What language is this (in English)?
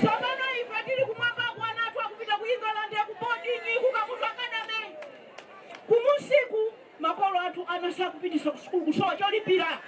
Nyanja